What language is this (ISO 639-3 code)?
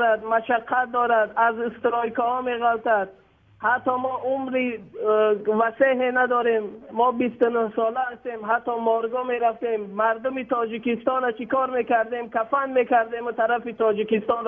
tgk